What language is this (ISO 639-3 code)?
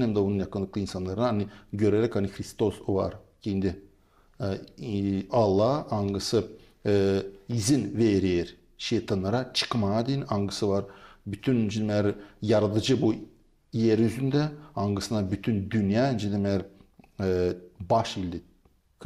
gag